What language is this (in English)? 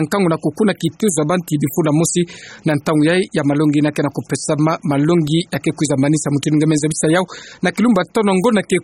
Kituba (Democratic Republic of Congo)